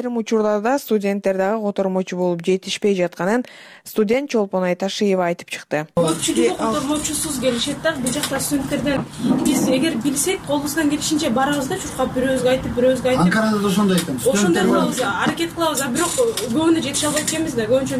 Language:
Kyrgyz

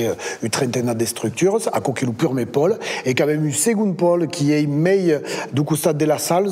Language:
Occitan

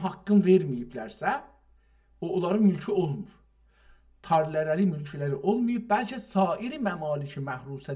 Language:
South Azerbaijani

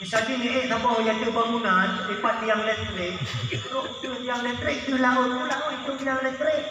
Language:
Achinese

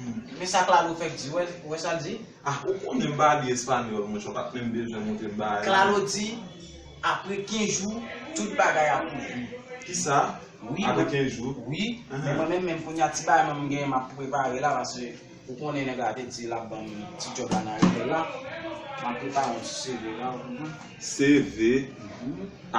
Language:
Haitian Creole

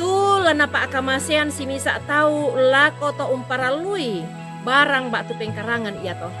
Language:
Toraja-Sa'dan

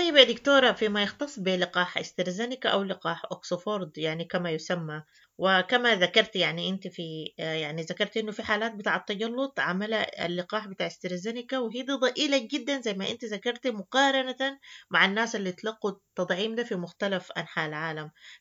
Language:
Sudanese Arabic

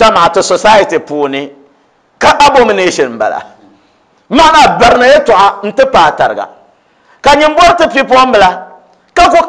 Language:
Dagbani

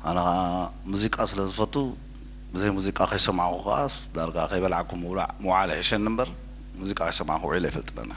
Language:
Tigrinya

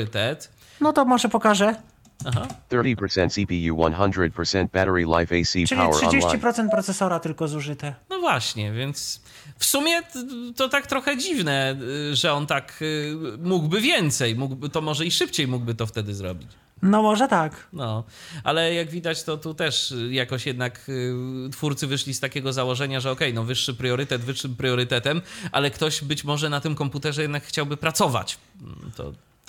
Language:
Polish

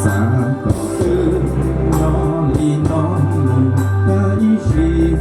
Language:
Hmong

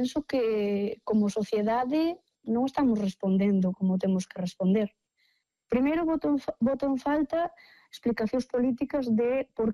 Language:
Galician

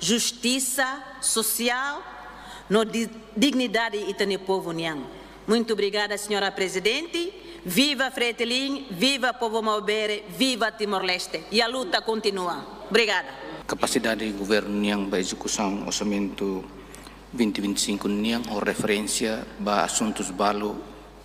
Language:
Tetum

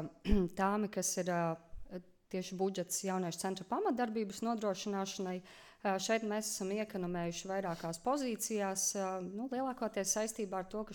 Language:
Latvian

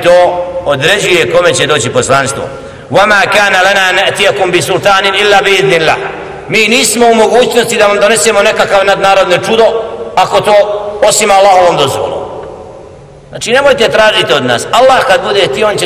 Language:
Bosnian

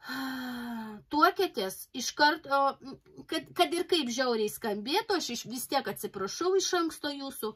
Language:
Lithuanian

